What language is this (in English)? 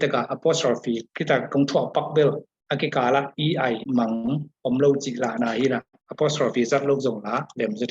Tedim Chin